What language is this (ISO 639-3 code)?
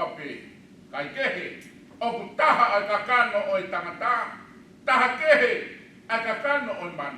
ton